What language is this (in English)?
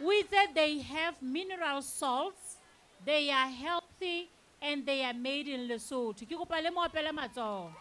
Southern Sotho